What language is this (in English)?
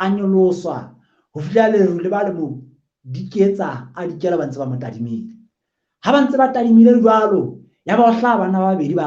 Southern Sotho